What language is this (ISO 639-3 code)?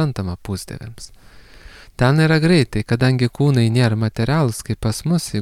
lit